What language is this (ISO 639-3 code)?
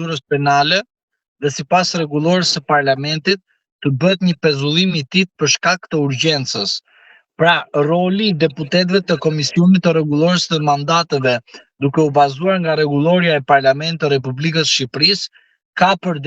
sqi